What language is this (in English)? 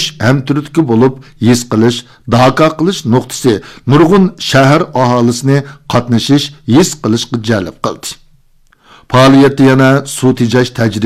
Uyghur